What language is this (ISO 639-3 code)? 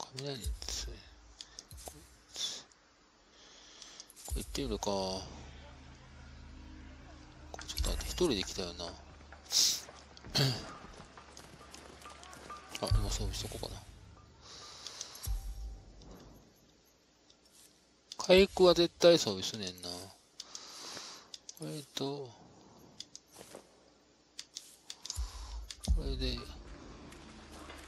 jpn